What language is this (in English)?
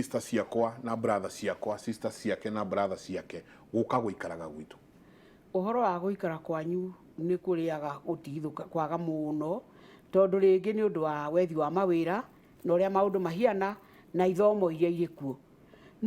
Kikuyu